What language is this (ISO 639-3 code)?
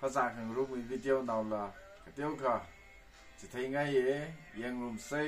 nmf